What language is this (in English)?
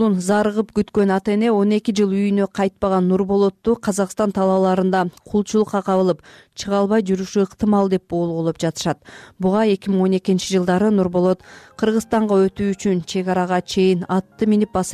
Kyrgyz